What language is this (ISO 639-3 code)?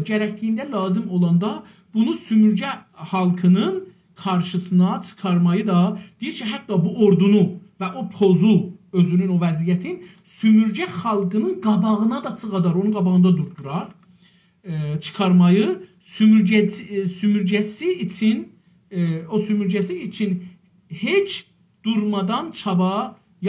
azb